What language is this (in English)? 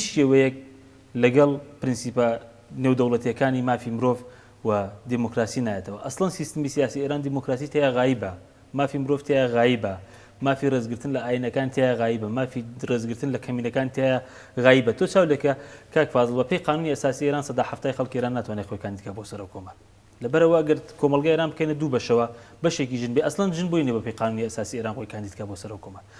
Central Kurdish